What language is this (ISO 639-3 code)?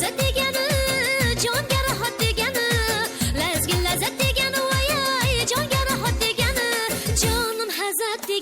kaa